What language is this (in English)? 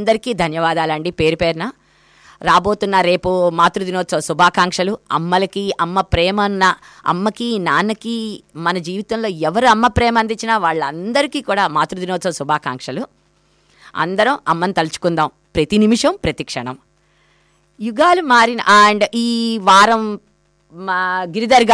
Telugu